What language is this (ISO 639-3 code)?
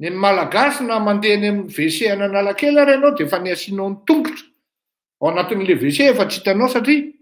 mlg